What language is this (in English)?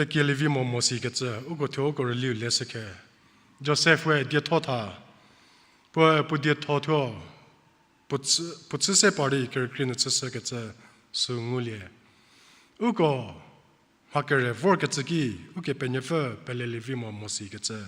Angami Naga